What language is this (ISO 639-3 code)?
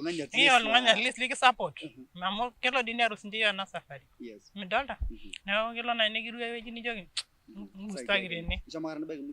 mas